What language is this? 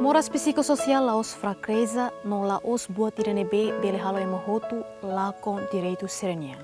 Tetum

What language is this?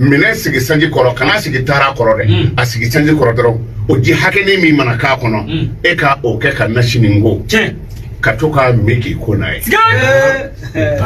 Bambara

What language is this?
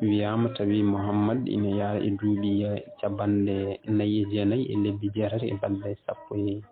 Fula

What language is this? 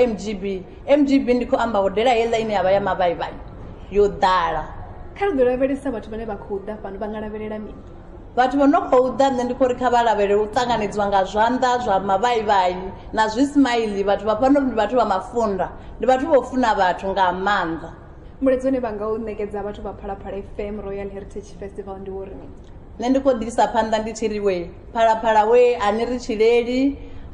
Venda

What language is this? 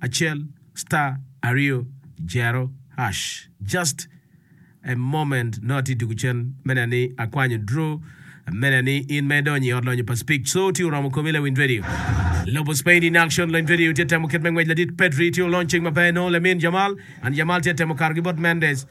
Acoli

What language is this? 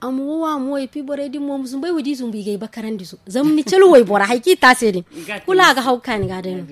Zarma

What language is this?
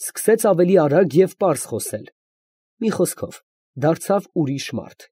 Armenian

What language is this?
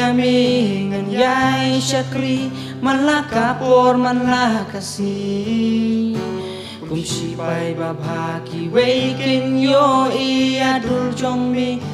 Khasi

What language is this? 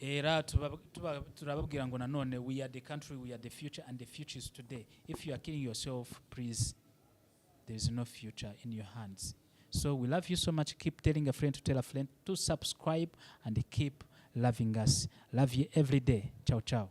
Kinyarwanda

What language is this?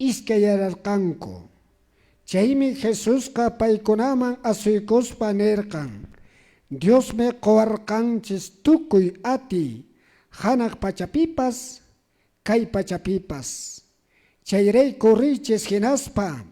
Quechua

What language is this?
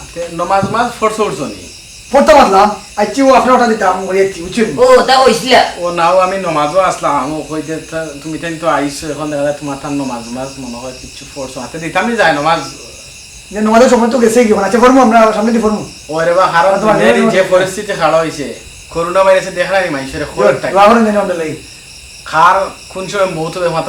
Sylheti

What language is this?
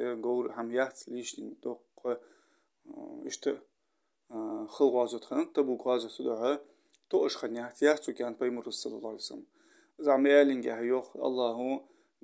Ingush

